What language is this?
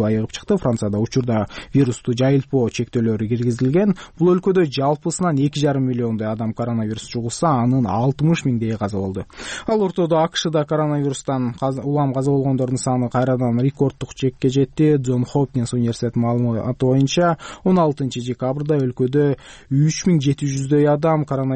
Kyrgyz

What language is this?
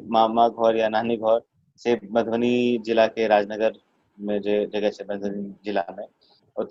Maithili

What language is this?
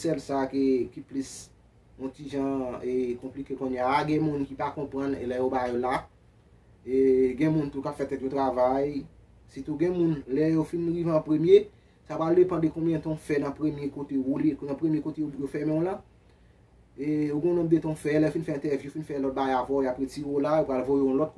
Haitian Creole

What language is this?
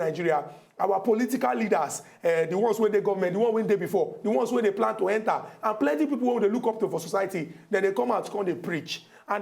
Nigerian Pidgin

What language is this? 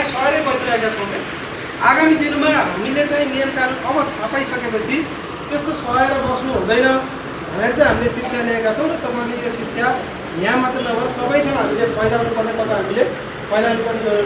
Nepali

